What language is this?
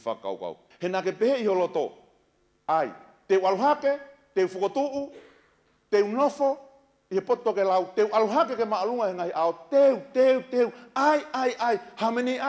Tongan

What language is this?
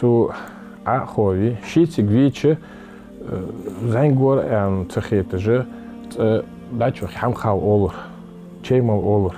Ingush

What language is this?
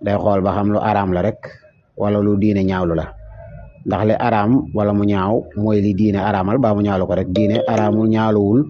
Wolof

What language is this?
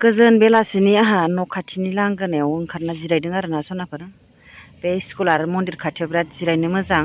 Bodo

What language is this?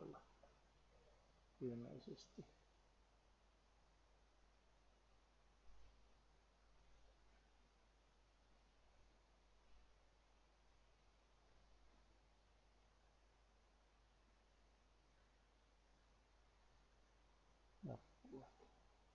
Finnish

